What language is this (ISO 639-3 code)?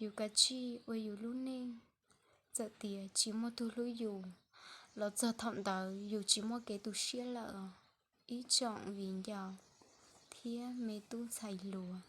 hmn